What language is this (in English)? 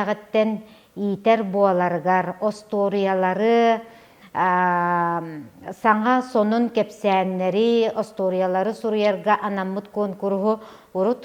Yakut